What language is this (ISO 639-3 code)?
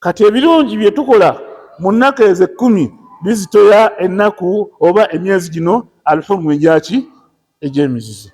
lug